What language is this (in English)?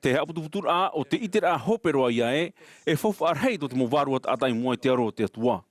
Tahitian